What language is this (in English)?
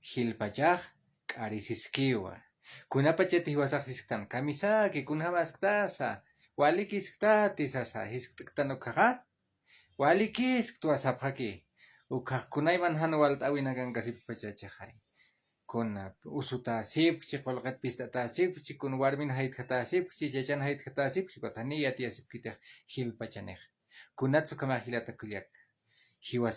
Aymara